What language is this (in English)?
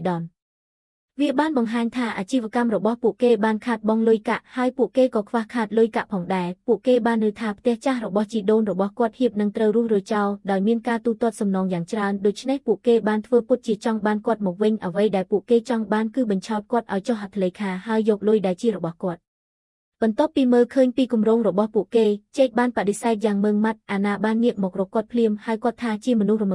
Khmer